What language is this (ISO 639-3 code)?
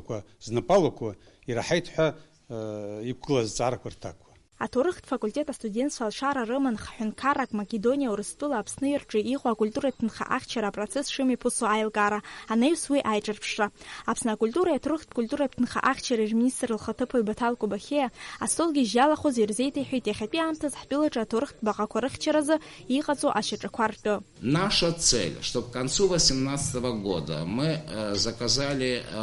abk